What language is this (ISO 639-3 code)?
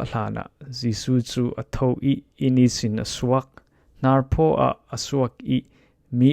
cfm